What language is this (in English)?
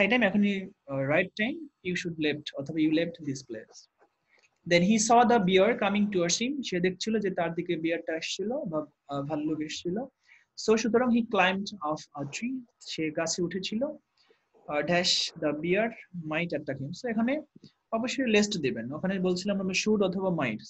Bangla